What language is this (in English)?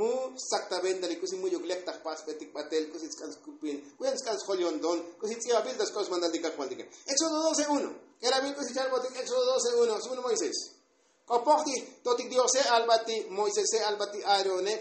Tzotzil